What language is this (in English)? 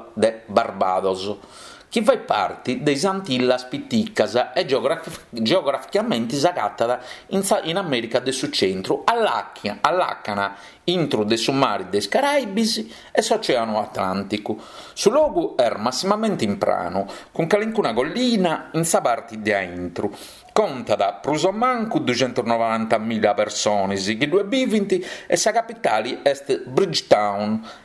Sardinian